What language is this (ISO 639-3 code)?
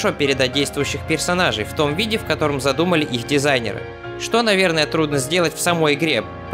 rus